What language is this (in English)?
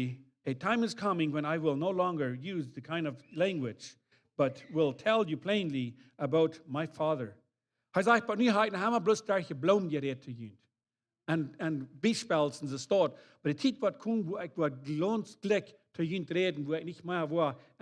Plautdietsch